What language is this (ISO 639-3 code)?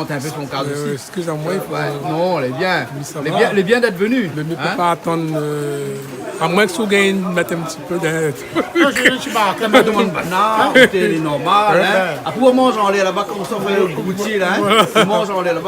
rcf